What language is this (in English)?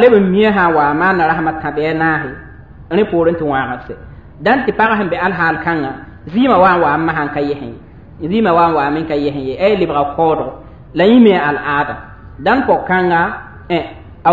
Mossi